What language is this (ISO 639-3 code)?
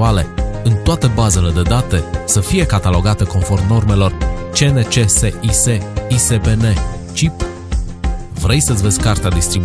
ron